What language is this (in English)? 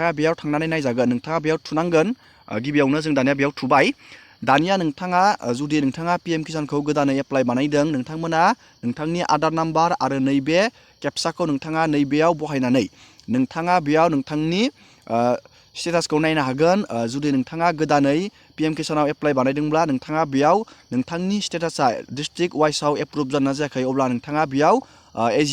Bodo